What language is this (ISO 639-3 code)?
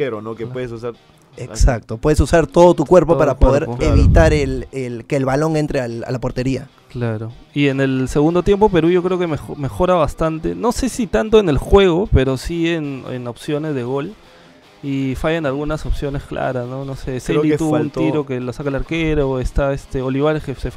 spa